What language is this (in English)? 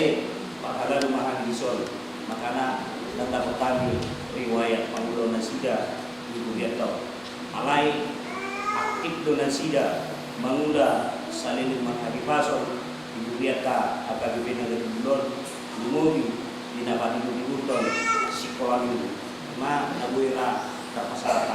Batak Toba